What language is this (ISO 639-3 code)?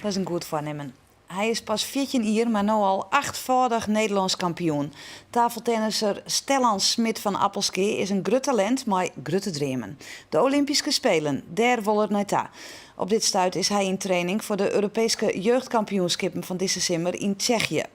fry